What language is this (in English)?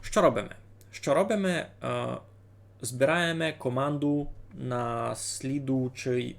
Rusyn